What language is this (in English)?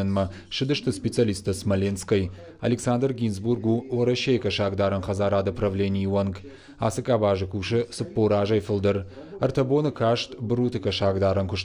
Ossetic